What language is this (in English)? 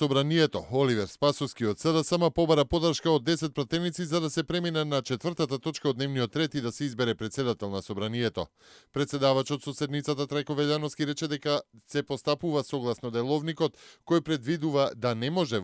Macedonian